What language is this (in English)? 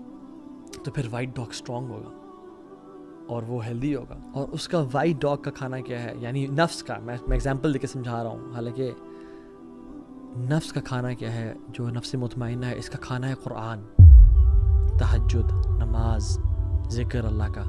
Urdu